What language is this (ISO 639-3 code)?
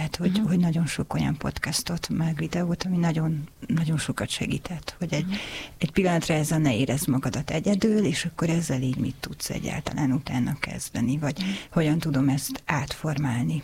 hun